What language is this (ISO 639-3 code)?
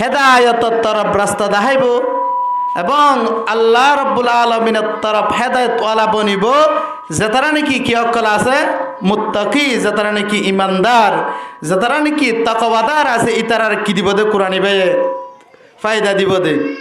rhg